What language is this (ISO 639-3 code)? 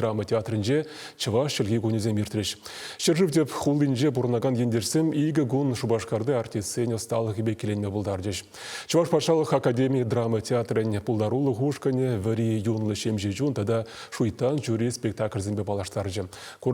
chv